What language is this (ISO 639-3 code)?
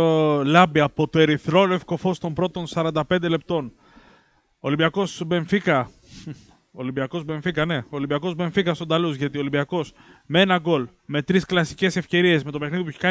ell